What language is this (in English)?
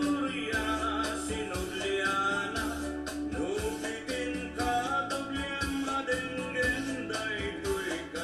Iloko